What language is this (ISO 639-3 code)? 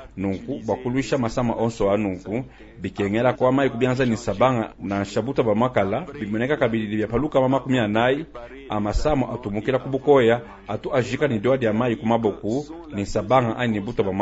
lua